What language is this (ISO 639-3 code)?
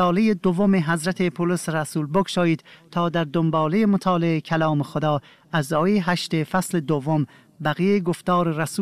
fas